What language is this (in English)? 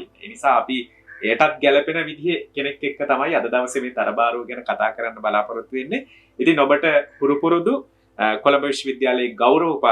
Sinhala